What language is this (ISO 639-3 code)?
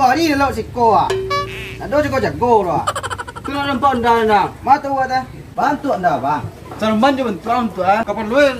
min